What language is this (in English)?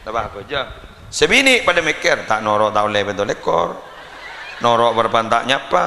Madurese